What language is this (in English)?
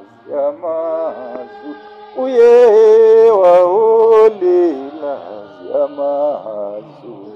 Zulu